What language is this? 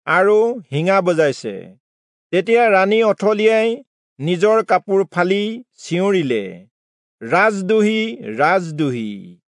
Assamese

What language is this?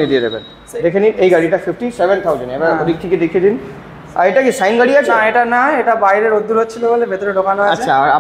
Bangla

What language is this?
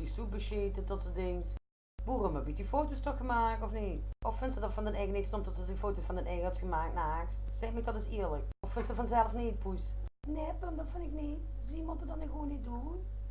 Limburgish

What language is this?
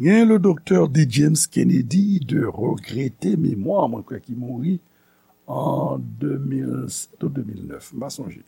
Haitian Creole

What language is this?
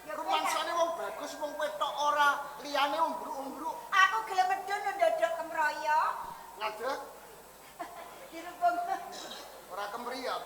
Javanese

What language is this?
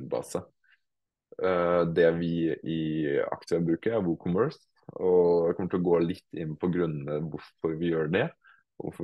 Norwegian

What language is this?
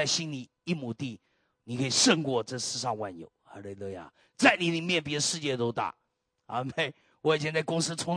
Chinese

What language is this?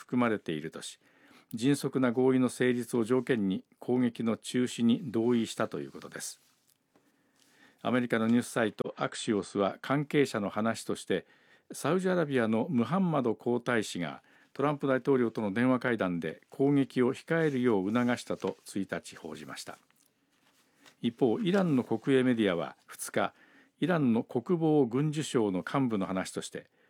Japanese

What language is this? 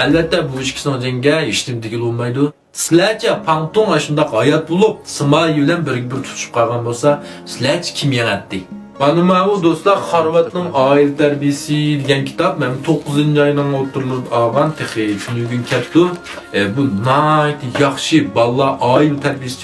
Uyghur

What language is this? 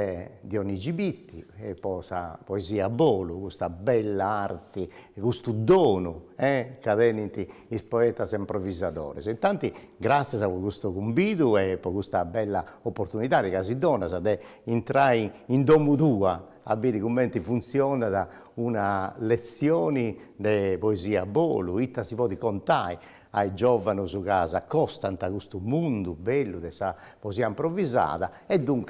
Sardinian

